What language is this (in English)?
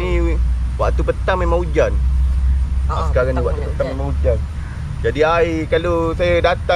Malay